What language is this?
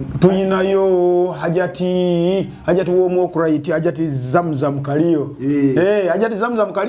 Ganda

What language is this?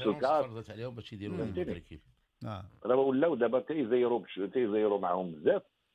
Moroccan Arabic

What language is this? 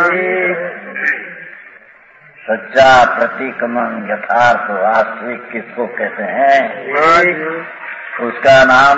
Hindi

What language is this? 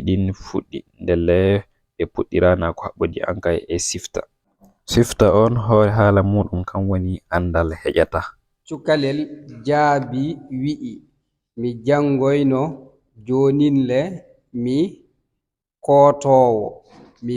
Fula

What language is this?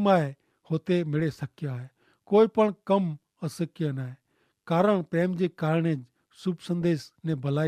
Kachhi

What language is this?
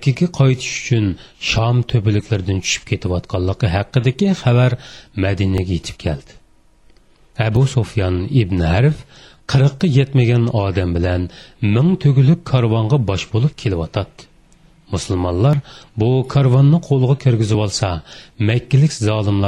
Uyghur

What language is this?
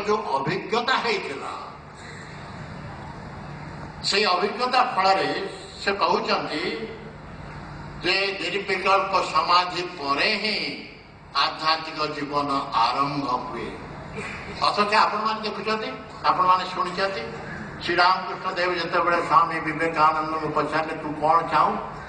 Odia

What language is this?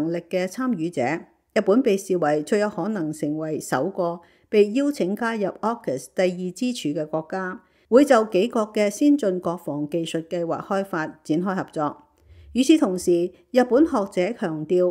Cantonese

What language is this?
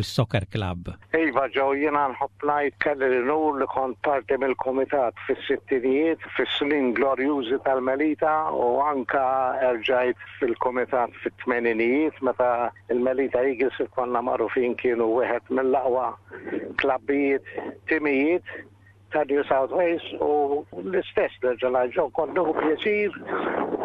Maltese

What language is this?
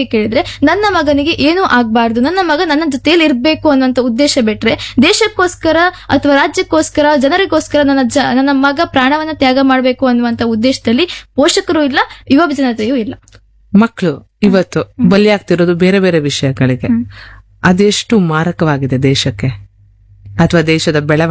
Kannada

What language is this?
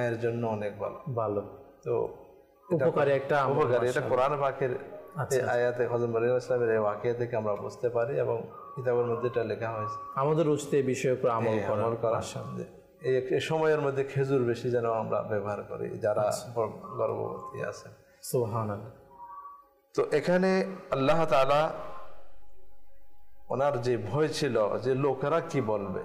Bangla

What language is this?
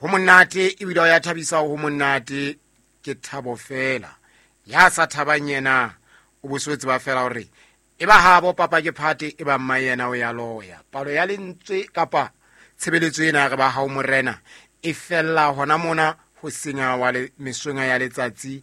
Southern Sotho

